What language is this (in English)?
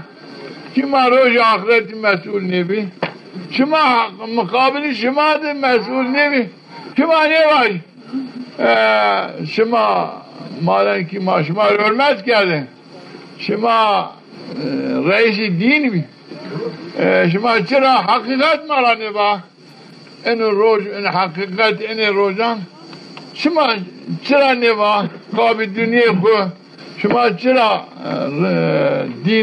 Zaza